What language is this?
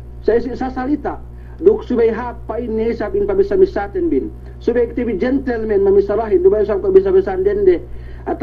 Yakan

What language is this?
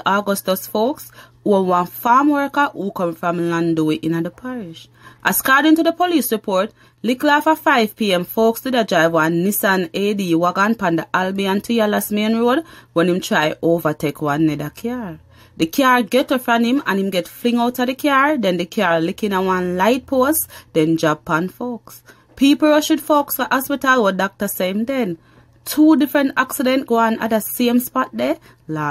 Jamaican Creole English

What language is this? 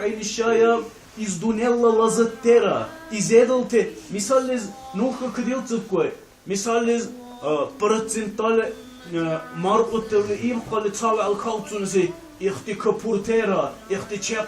Dargwa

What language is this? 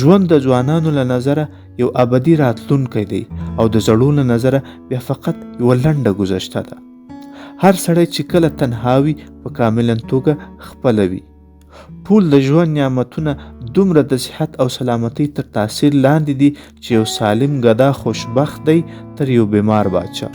Pashto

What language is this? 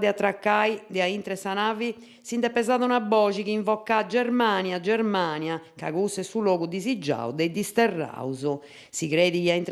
Sardinian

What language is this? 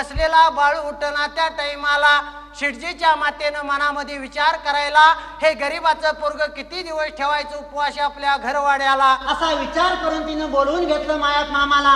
Marathi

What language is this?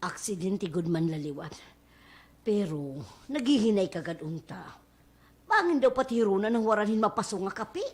Waray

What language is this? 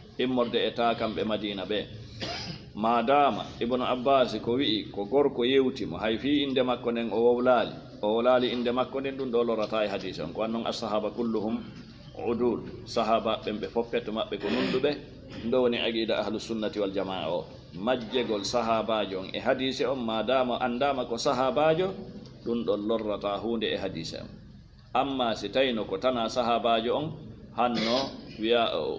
Fula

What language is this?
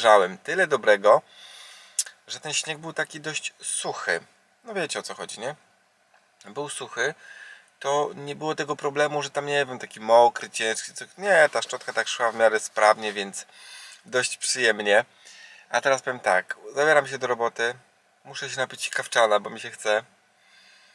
Polish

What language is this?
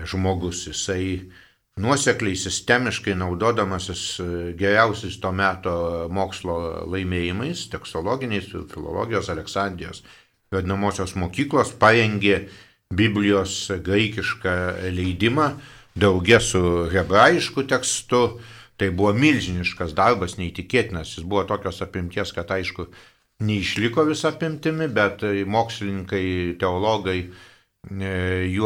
Lithuanian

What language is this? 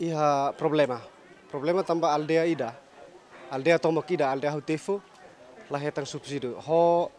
Tetum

